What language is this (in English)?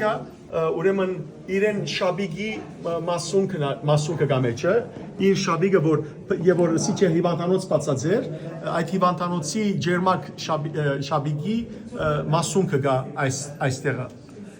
Western Armenian